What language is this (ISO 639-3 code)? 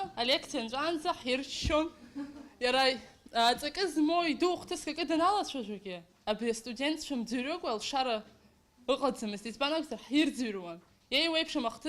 abk